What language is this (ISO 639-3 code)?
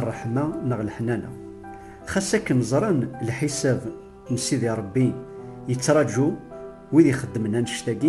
kab